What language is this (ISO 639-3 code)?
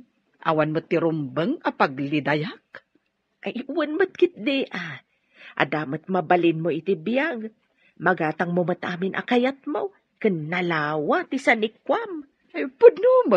ilo